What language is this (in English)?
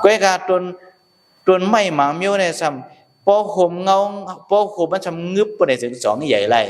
Shan